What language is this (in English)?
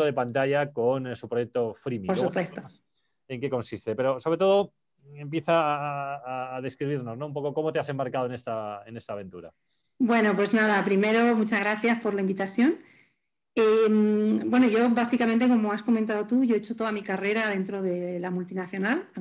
Spanish